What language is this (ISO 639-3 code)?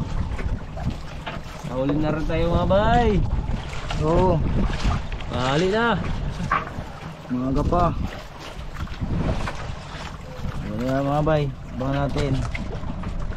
fil